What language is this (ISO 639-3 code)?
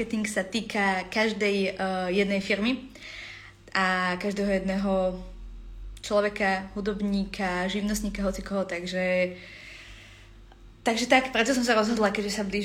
slk